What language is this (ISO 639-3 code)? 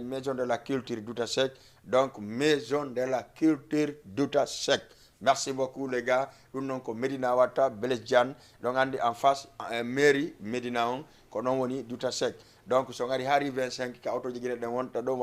ful